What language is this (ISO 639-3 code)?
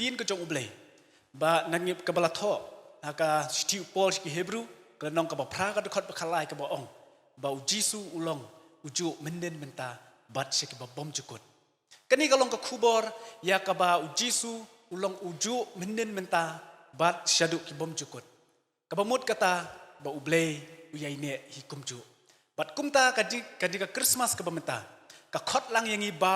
kha